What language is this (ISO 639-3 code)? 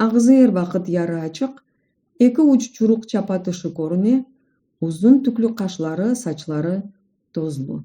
crh